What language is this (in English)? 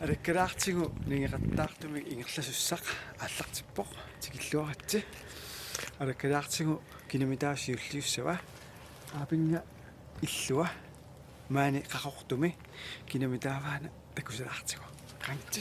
Kalaallisut